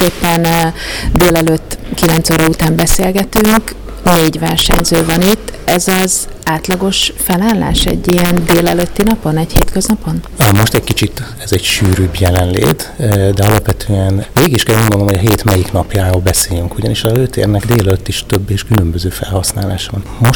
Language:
Hungarian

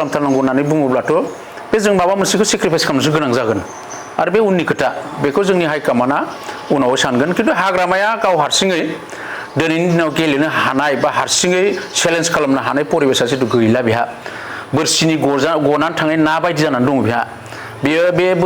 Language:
Bodo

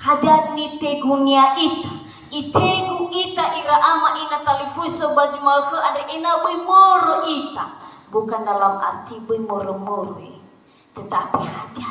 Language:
Nias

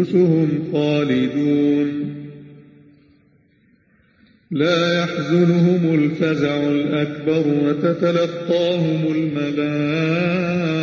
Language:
Arabic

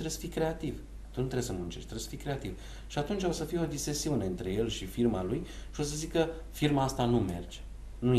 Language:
Romanian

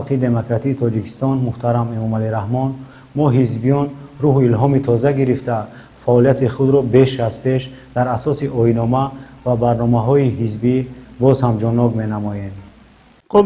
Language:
Tajik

